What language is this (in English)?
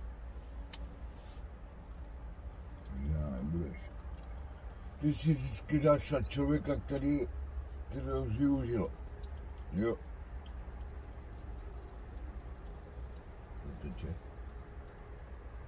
Czech